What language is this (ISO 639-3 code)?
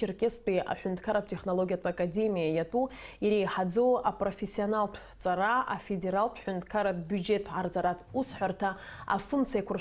abk